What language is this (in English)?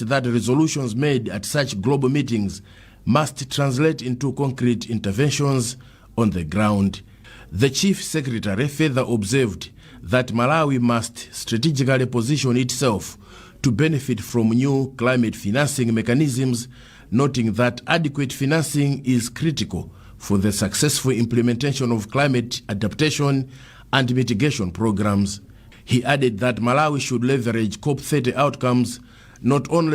English